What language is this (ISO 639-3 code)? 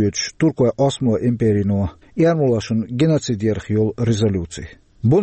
che